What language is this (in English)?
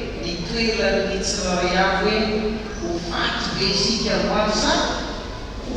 Malagasy